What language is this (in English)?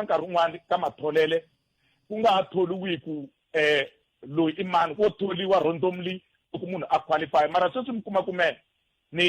Tsonga